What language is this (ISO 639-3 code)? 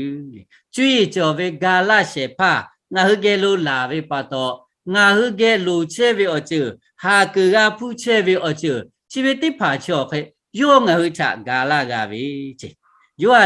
lhu